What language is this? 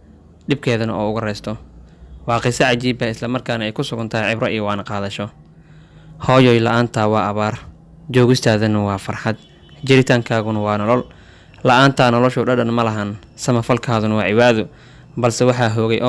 Somali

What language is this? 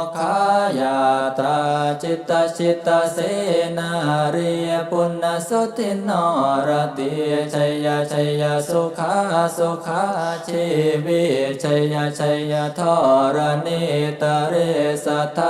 Pali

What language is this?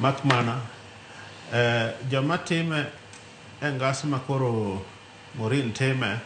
Luo (Kenya and Tanzania)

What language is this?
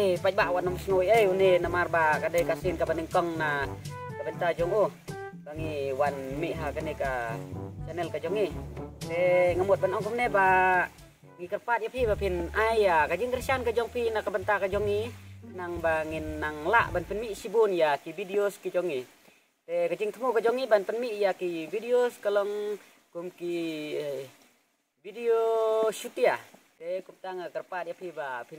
Khasi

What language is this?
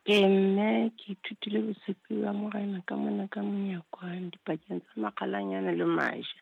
Southern Sotho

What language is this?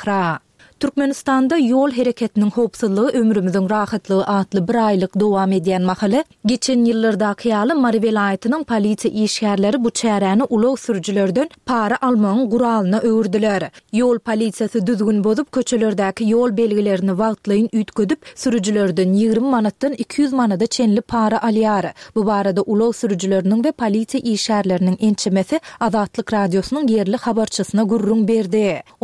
Turkmen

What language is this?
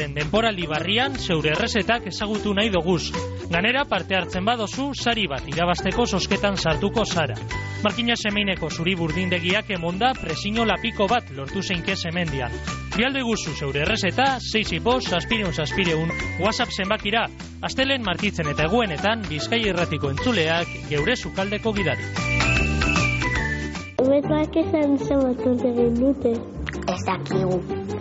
Basque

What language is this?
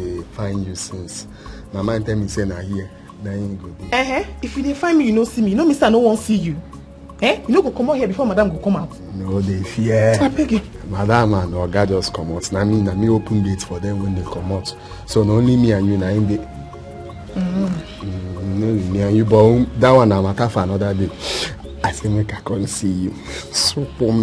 Nigerian Pidgin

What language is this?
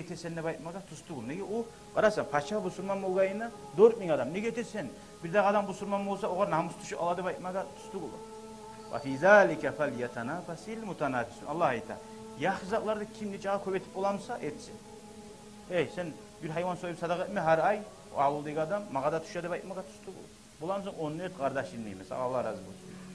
Kumyk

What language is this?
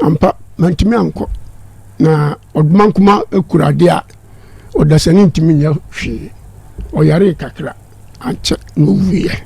Akan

